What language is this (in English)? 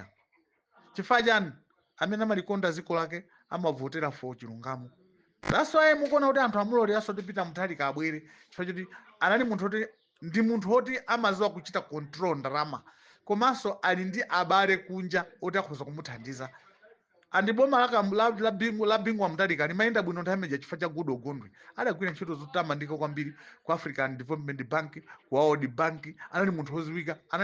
Nyanja